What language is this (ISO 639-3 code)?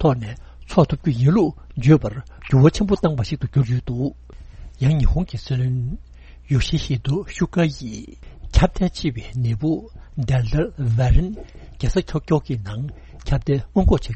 bod